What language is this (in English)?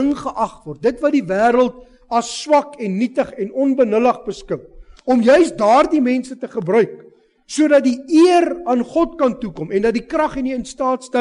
Afrikaans